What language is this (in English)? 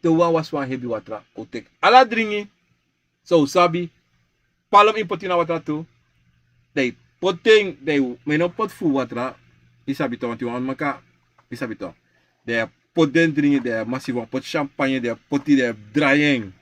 Sranan Tongo